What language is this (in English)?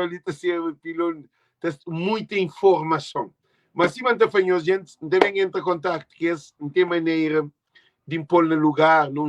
Kabuverdianu